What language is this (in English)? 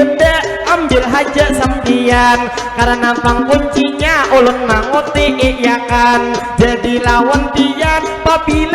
Banjar